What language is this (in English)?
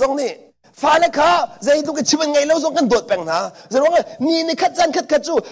Hakha Chin